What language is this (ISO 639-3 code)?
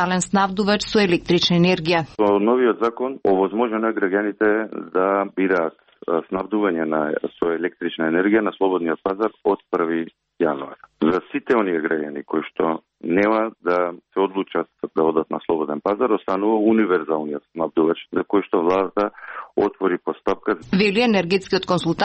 mkd